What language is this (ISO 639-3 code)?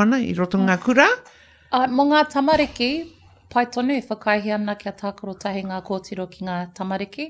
mri